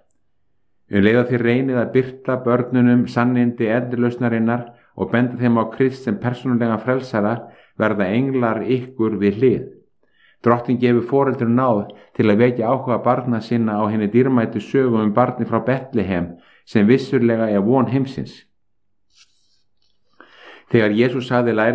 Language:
Icelandic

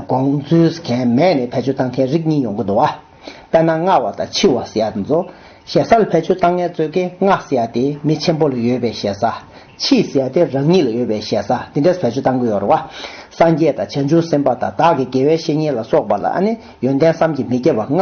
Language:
Tibetan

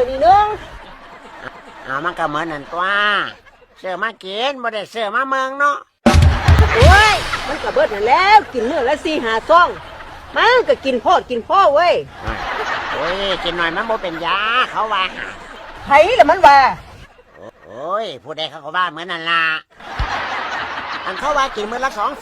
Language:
Lao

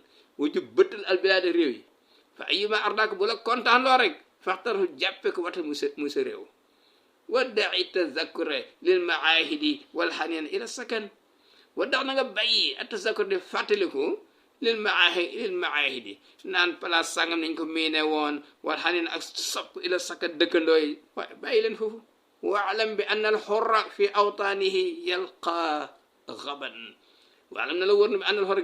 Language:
Wolof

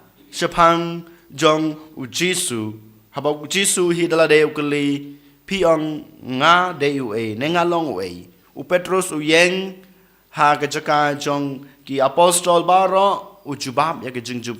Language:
Khasi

